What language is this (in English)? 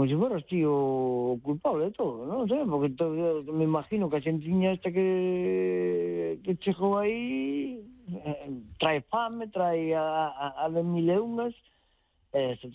Galician